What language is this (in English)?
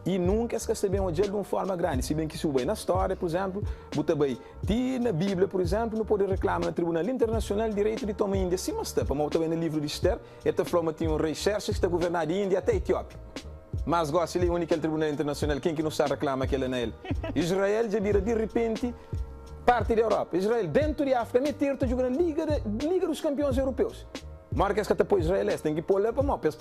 Kabuverdianu